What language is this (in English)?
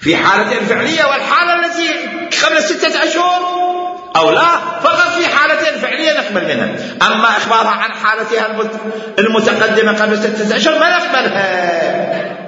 Mesopotamian Arabic